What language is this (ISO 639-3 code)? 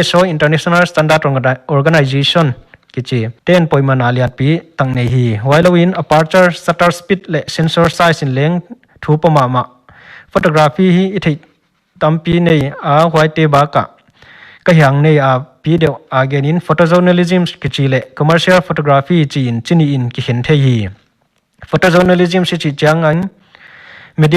pck